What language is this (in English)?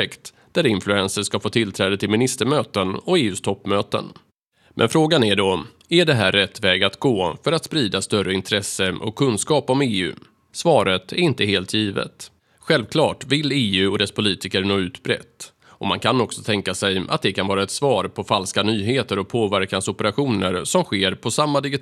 Swedish